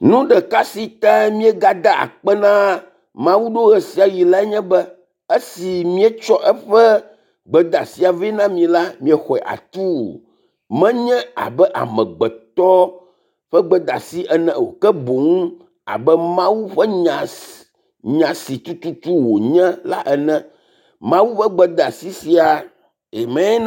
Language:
Ewe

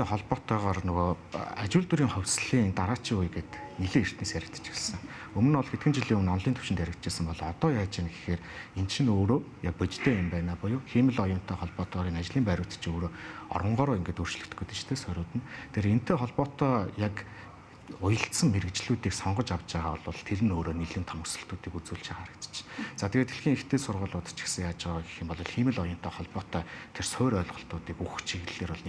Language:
Mongolian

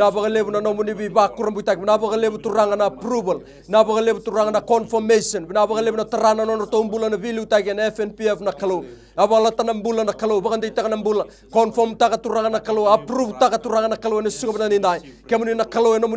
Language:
Fijian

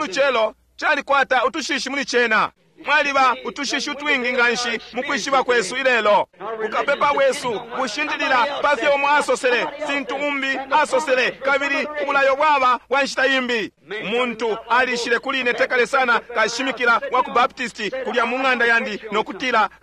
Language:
Bemba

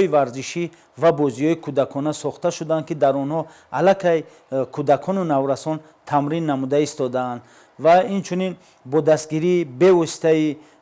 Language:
Tajik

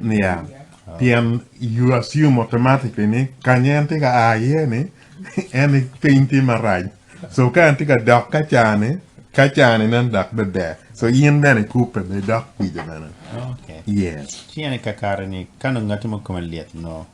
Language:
Acoli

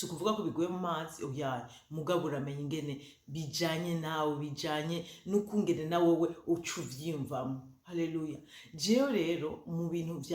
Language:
Rundi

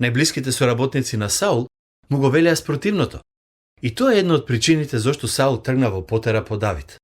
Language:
Macedonian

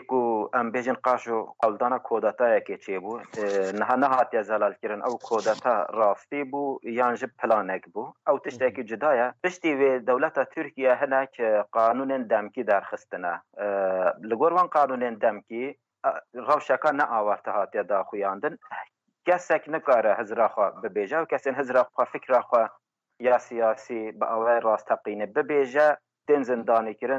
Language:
Kurdish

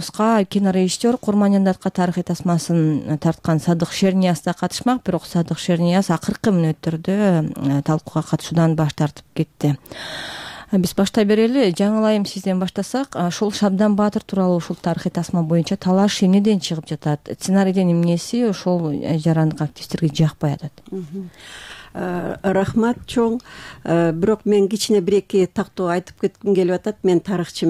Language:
Kyrgyz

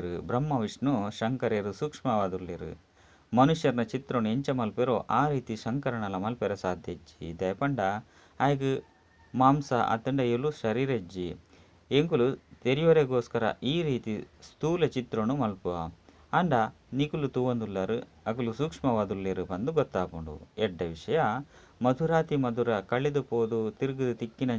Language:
Tulu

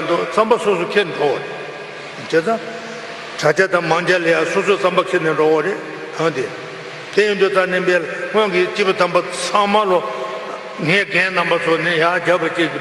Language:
Tibetan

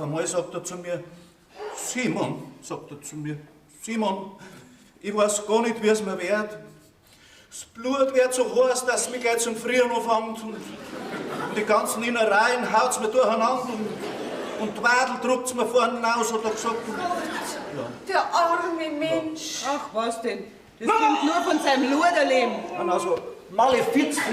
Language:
Bavarian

